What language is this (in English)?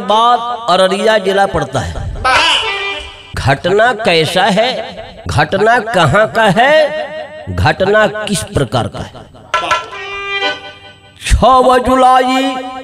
Bhojpuri